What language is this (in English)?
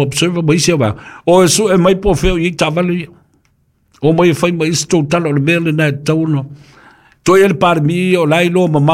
Samoan